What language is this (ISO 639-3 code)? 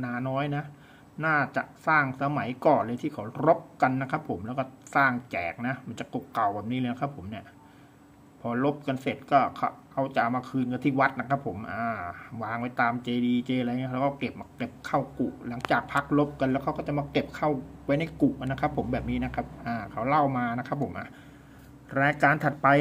tha